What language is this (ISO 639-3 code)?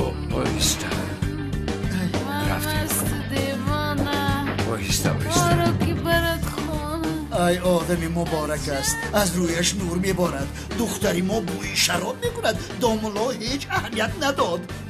tgk